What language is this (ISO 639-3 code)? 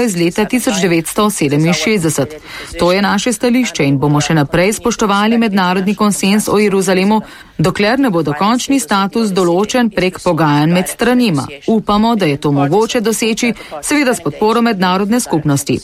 slv